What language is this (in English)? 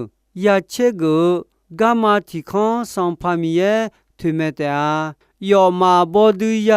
Akha